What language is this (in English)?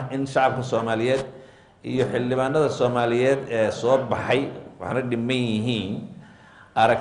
Somali